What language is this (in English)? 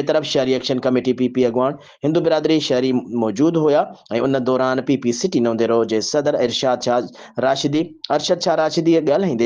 Sindhi